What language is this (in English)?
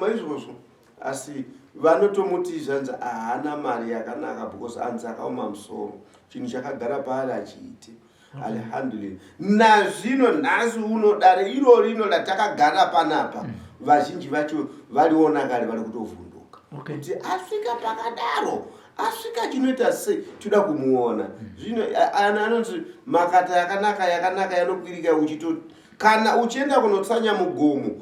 Shona